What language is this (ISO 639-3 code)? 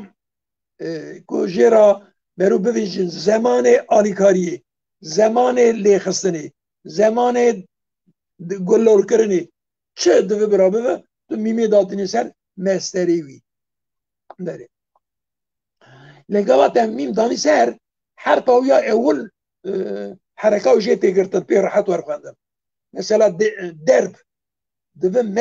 kur